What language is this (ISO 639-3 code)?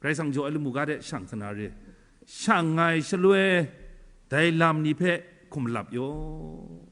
kac